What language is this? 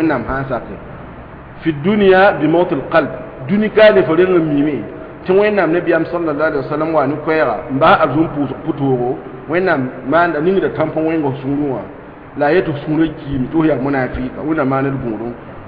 Mossi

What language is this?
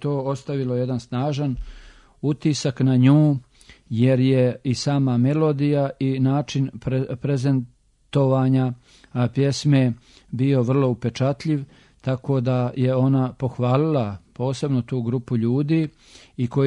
Serbian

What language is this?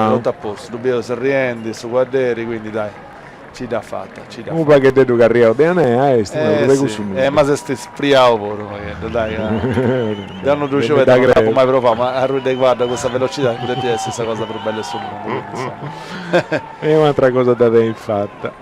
Sardinian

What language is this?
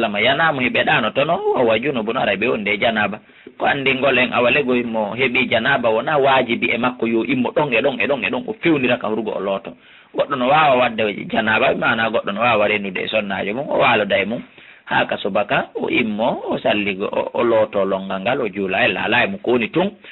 Fula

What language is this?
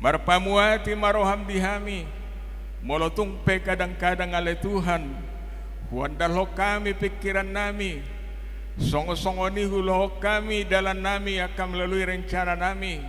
Batak Toba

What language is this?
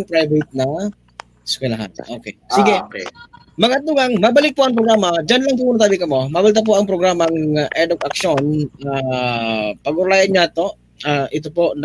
Bikol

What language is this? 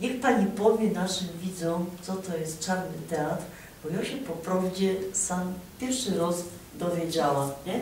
Silesian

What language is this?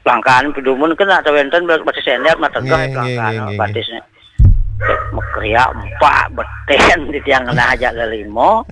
Balinese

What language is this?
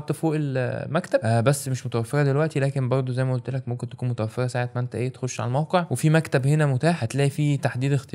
Egyptian Arabic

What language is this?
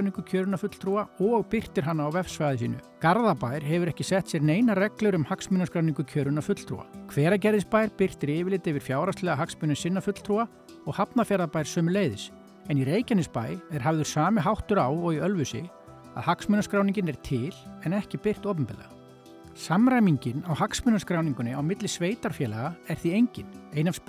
Icelandic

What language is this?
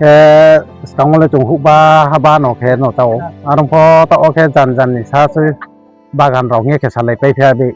Riang (India)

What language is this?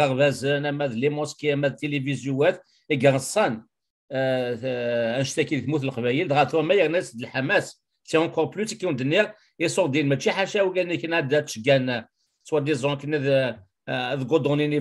Kabyle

